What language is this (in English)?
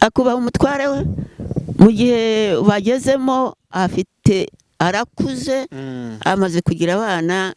Kinyarwanda